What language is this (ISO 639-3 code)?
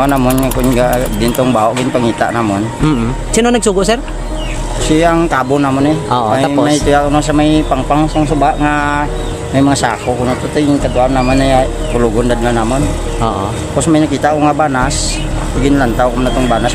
hil